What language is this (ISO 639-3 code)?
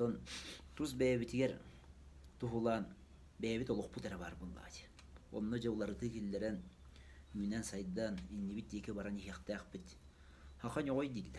sah